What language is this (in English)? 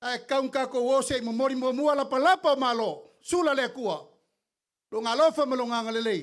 Samoan